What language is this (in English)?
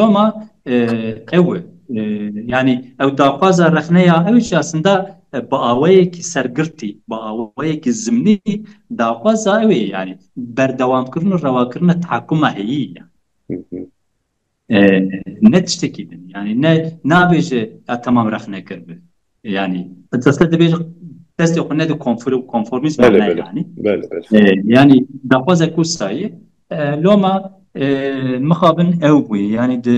Kurdish